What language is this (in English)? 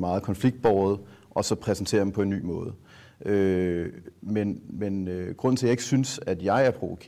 Danish